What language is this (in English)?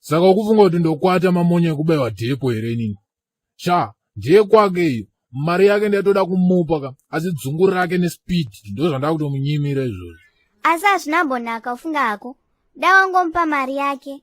Shona